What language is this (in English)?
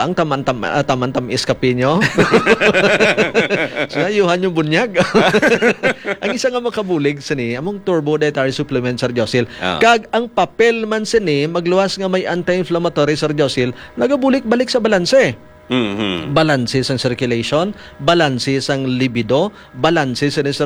Hiligaynon